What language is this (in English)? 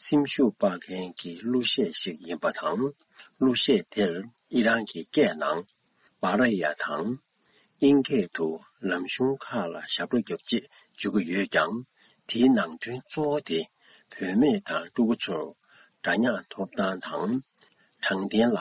Tibetan